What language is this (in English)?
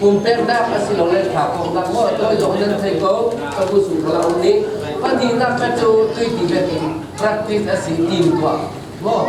Falam Chin